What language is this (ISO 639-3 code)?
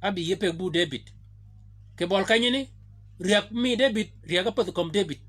shk